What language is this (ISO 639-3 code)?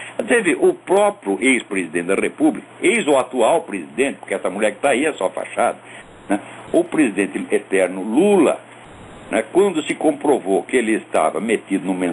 por